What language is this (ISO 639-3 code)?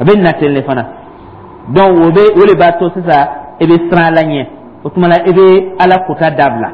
dyu